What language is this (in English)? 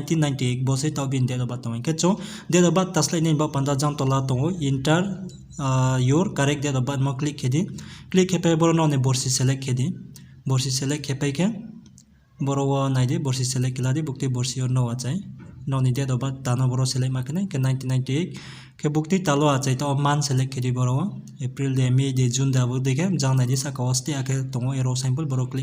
Riang (India)